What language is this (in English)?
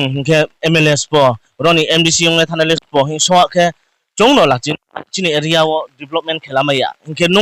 Riang (India)